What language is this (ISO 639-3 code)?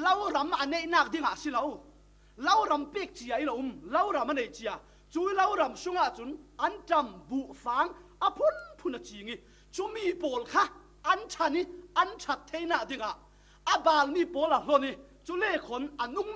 cfm